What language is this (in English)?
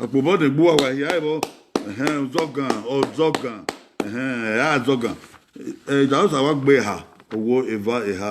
Bini